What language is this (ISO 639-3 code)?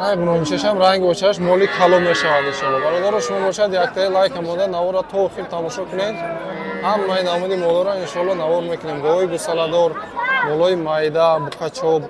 tgk